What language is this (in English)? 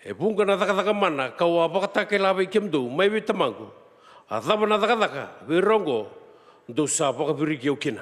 Fijian